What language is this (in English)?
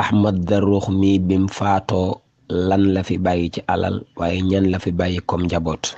Wolof